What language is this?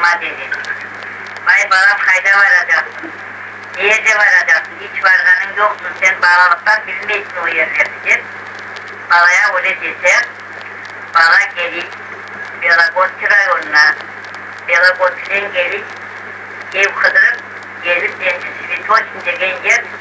Crimean Tatar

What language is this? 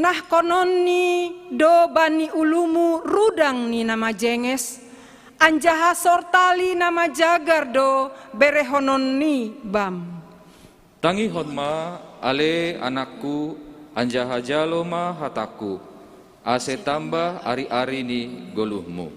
Batak Simalungun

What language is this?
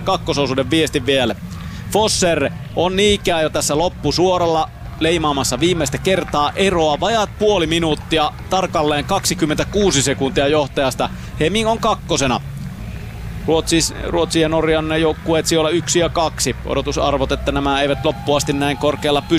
Finnish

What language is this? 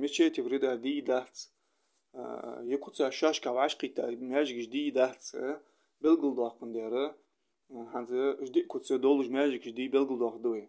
Ingush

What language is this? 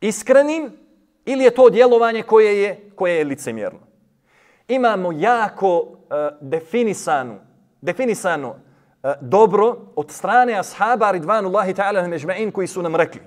Bosnian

